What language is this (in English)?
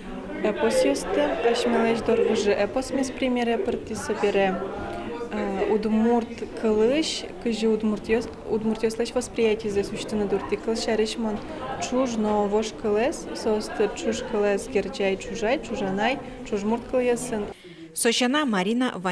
Udmurt